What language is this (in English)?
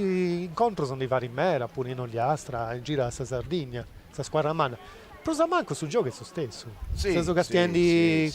Sardinian